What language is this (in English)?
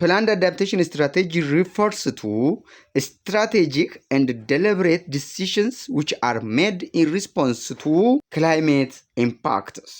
English